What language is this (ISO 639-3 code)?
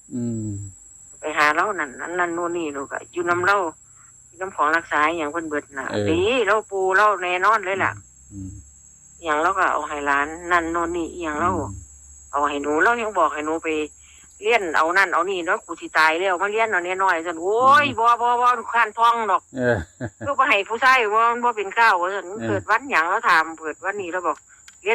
tts